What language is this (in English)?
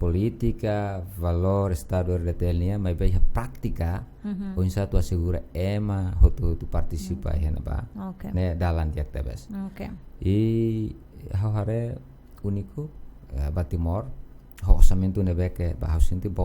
Tetum